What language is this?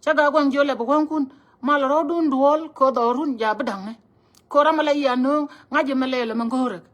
Nuer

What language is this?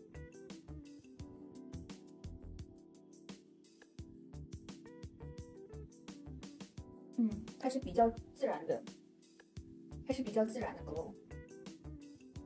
Chinese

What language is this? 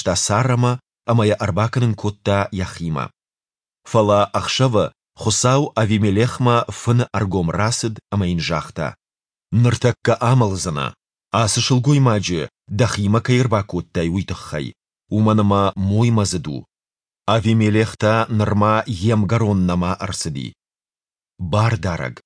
Ossetic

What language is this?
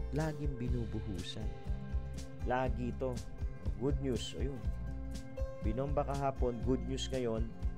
Filipino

